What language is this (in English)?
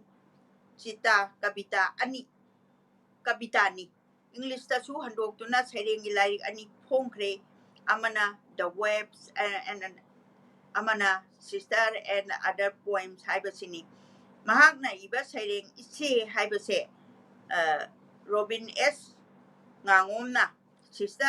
Manipuri